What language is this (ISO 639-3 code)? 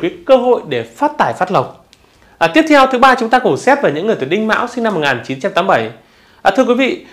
vie